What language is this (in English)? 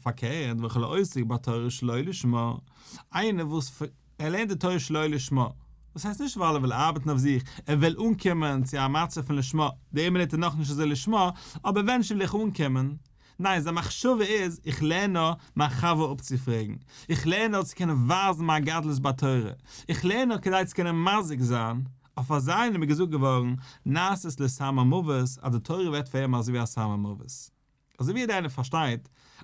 Yiddish